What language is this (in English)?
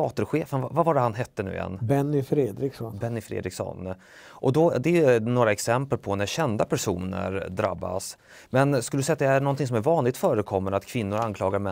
Swedish